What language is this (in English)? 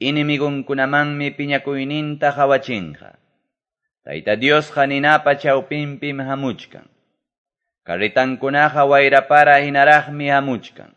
Quechua